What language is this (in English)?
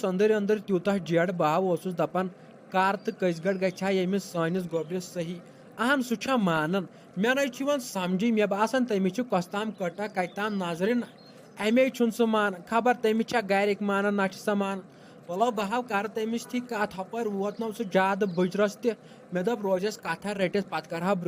Kashmiri